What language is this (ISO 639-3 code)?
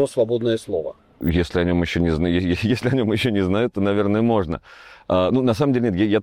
rus